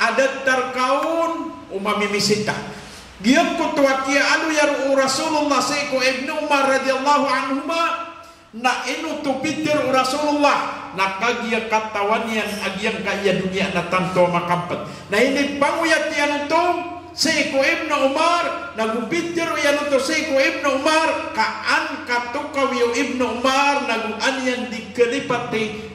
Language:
Maranao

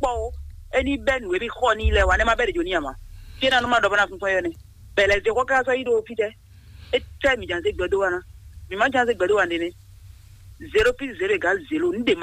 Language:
Fon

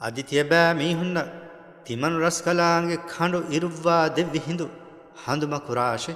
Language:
Divehi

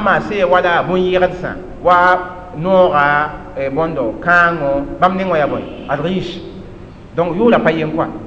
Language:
Mossi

